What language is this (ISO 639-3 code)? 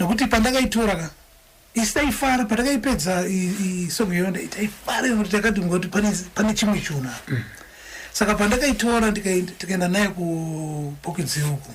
sna